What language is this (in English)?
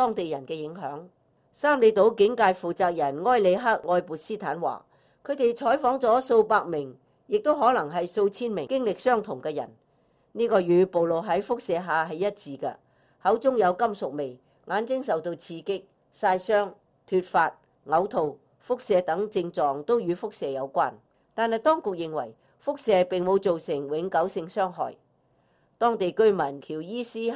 Cantonese